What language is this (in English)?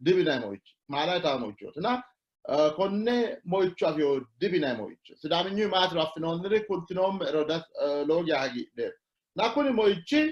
Sidamo